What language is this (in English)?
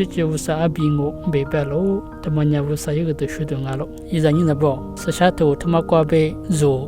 Lisu